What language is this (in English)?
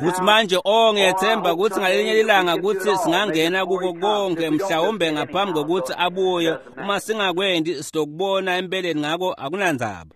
Swati